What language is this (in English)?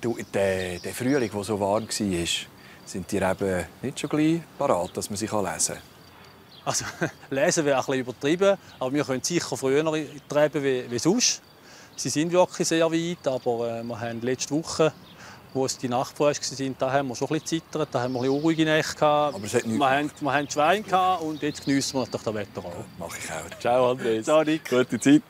Swiss German